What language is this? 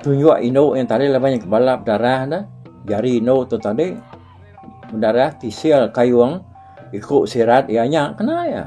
Iban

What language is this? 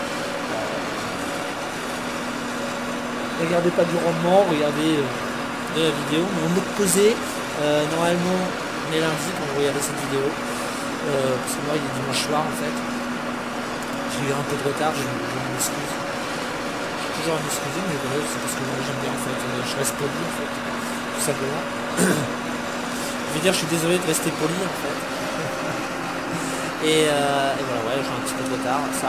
French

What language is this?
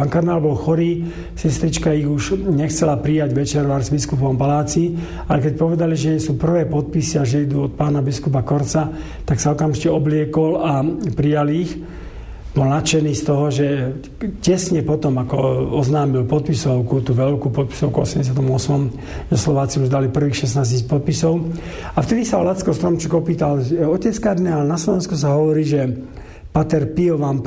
Slovak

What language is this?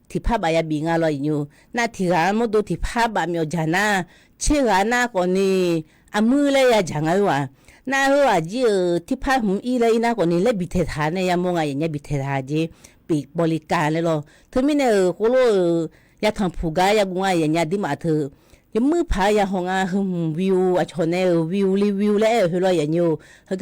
Akha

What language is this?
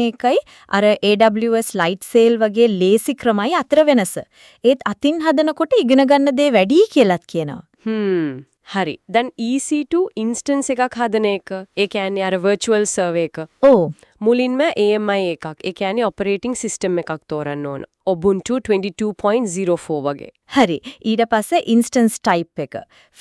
Sinhala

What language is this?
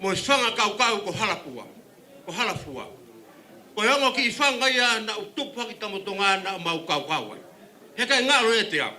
Tongan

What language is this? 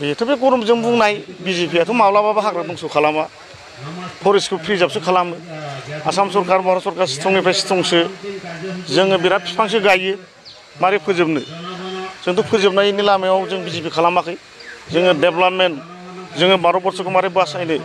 Bodo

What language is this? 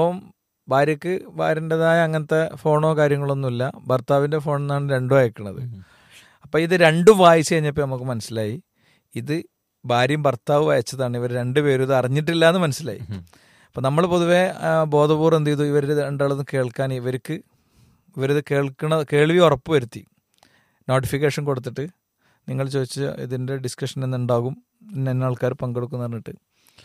Malayalam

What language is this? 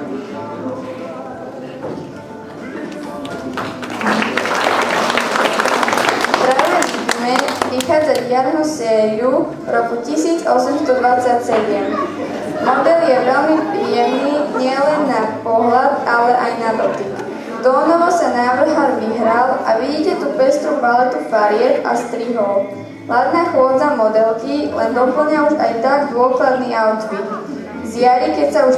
Slovak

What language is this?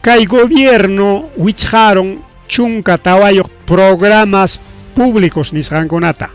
Ayacucho Quechua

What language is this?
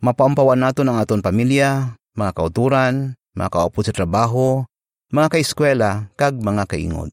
Hiligaynon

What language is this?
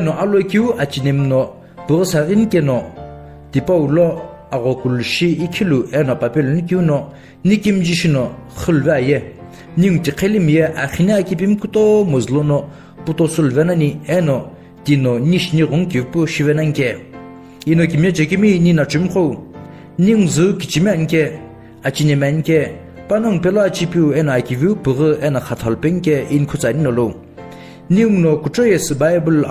Sumi Naga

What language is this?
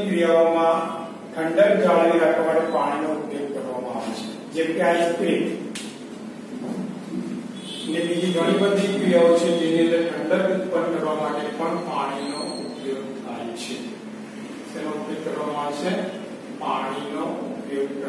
Gujarati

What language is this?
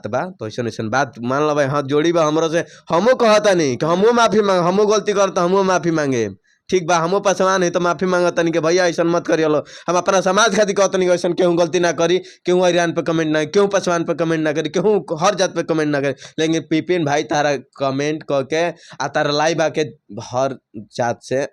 Bhojpuri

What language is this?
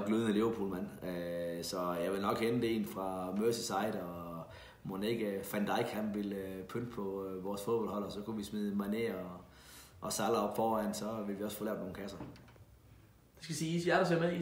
Danish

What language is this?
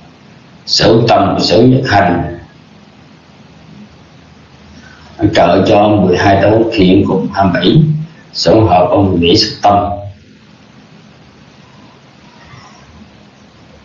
Vietnamese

